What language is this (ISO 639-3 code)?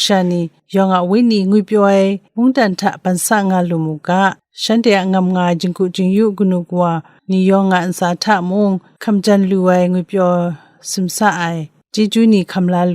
kac